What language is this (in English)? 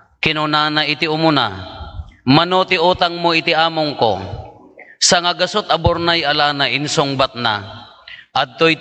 Iloko